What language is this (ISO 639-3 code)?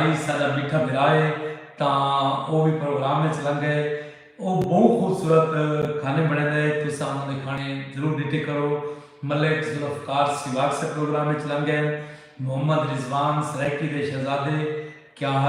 skr